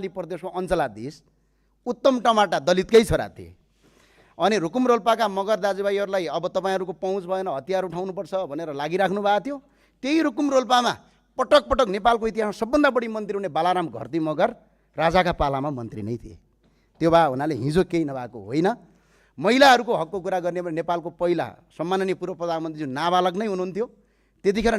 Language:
Nepali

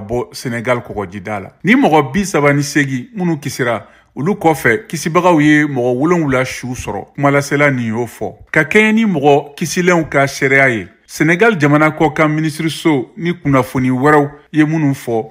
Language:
Bambara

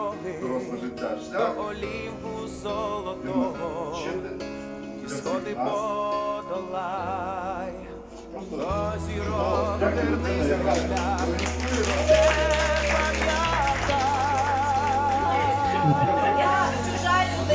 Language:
Ukrainian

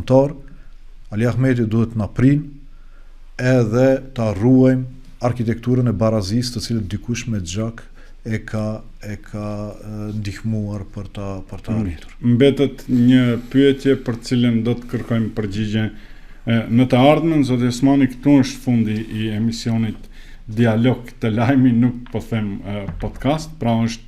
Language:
Albanian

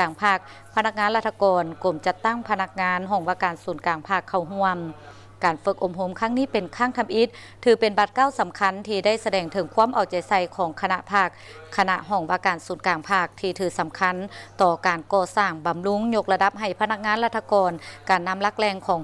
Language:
Lao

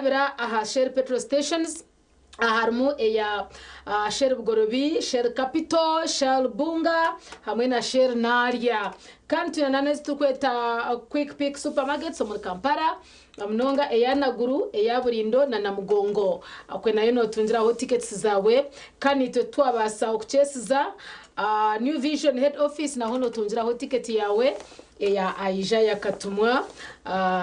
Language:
Nyankole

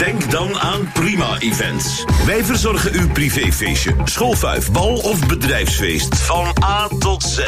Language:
Dutch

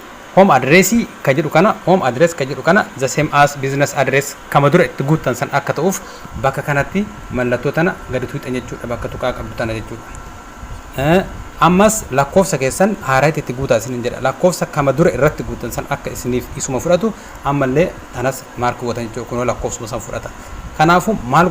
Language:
Oromo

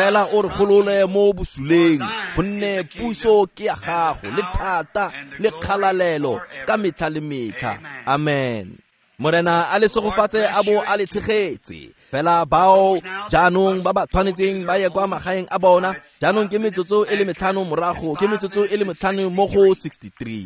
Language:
Tswana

